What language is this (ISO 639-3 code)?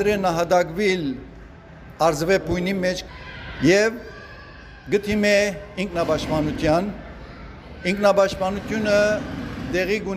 hyw